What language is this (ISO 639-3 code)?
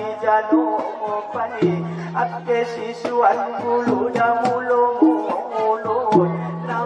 akb